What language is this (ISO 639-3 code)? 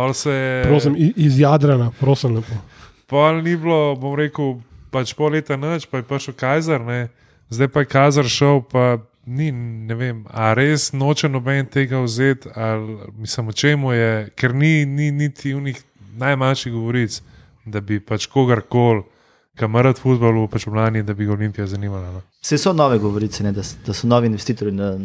slv